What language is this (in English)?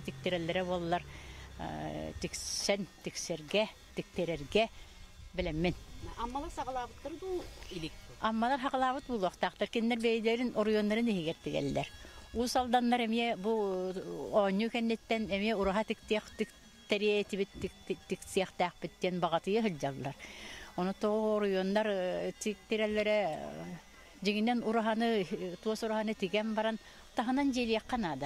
Yakut